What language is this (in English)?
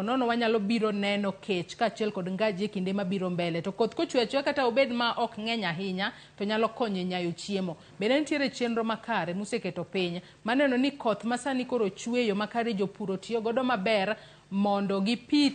Luo (Kenya and Tanzania)